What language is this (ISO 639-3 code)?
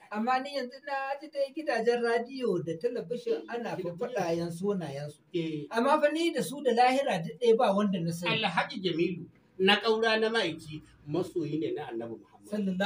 hau